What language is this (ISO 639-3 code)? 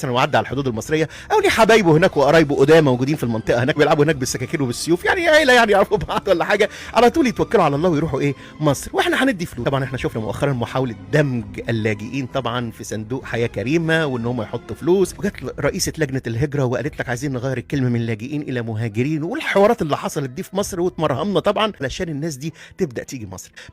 arz